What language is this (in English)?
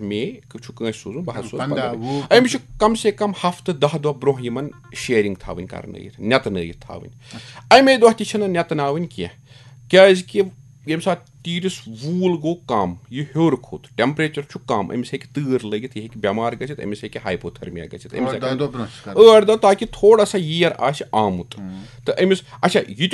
Kashmiri